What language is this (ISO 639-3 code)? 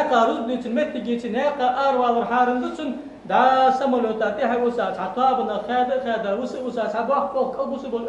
inh